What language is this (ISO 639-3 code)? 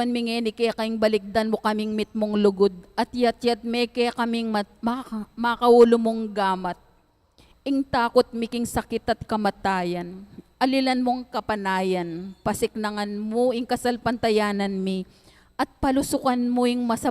pam